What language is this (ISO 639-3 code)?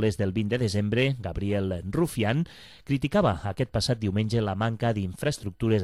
cat